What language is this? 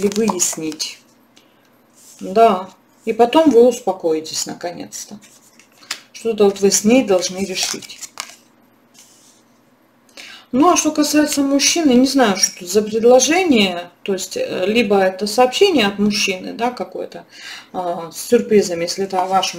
Russian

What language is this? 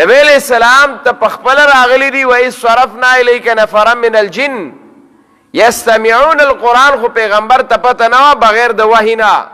Pashto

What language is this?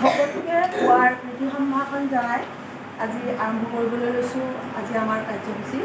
Assamese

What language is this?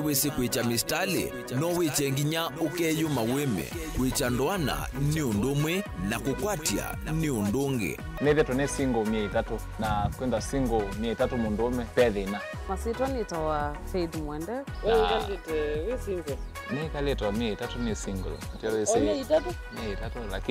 Kamba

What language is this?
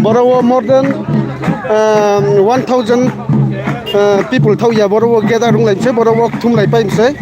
Riang (India)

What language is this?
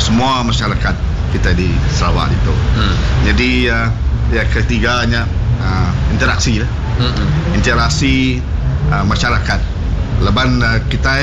Iban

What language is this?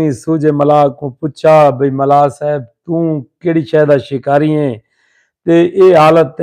Saraiki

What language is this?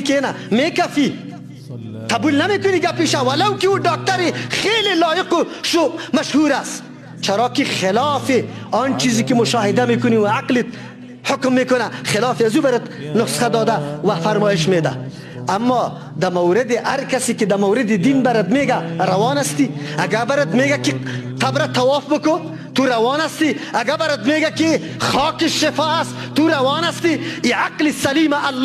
Persian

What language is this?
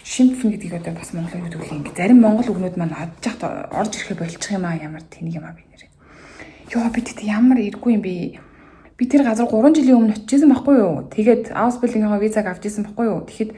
Mongolian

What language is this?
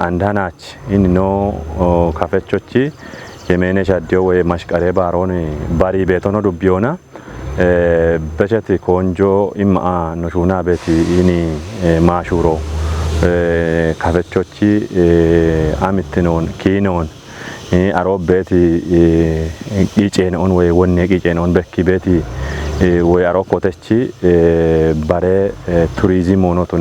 Kafa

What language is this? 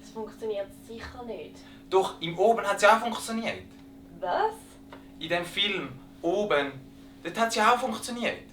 Swiss German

